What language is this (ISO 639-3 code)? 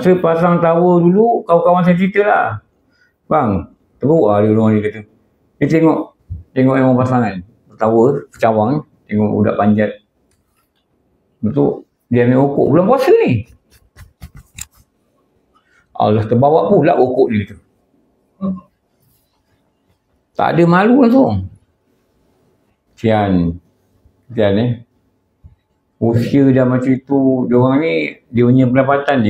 msa